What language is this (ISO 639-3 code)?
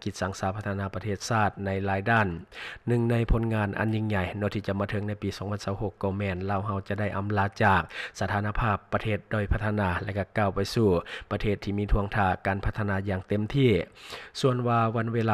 lao